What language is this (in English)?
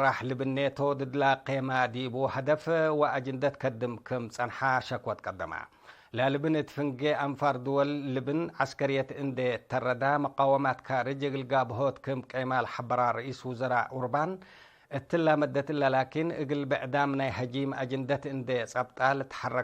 Tigre